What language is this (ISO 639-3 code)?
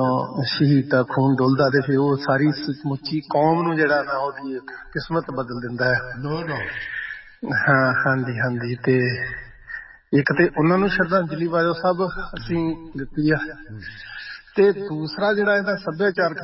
pan